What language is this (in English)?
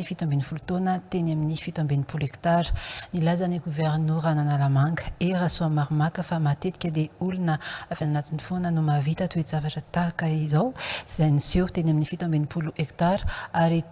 Malagasy